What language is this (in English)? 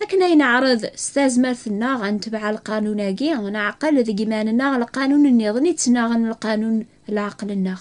Kabyle